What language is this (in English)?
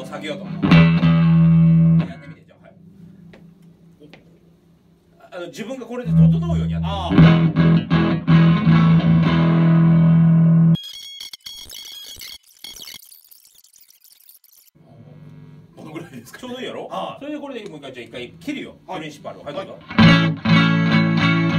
Japanese